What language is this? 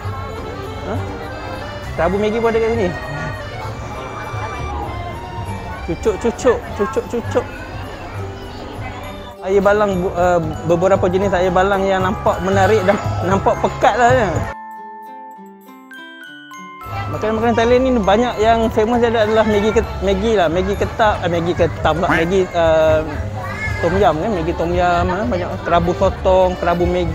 Malay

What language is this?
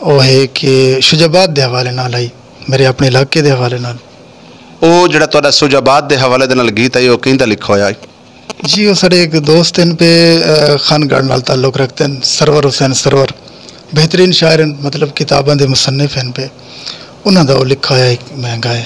Saraiki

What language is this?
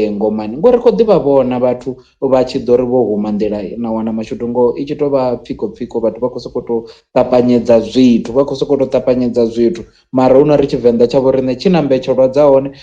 Venda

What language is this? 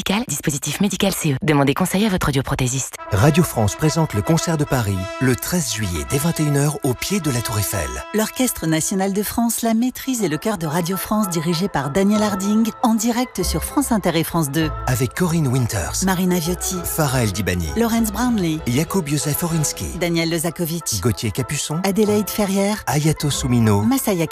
French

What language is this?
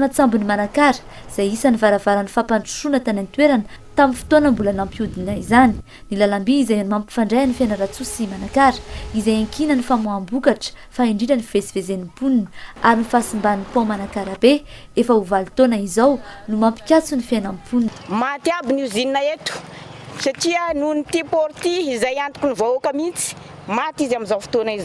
Malagasy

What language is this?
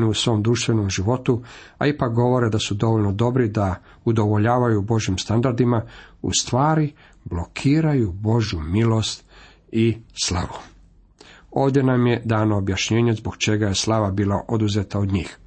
Croatian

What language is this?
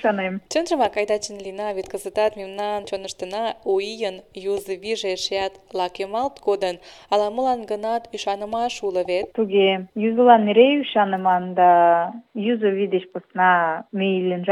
Mari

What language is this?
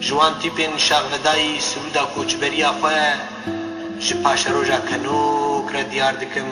Kurdish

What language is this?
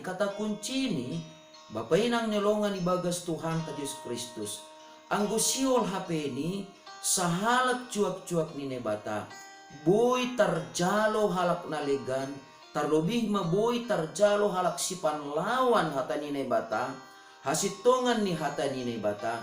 Batak Simalungun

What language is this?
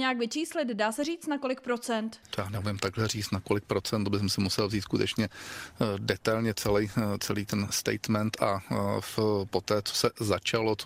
Czech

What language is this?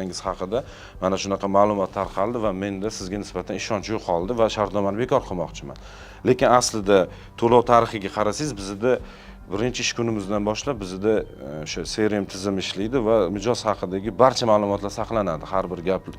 Uzbek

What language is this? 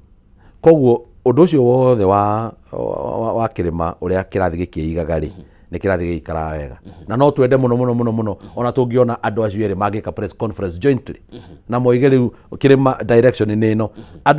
Kikuyu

